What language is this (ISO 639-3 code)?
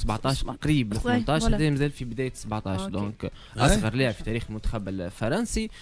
aeb